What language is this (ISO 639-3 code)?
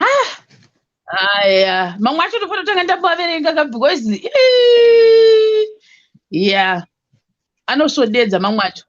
sna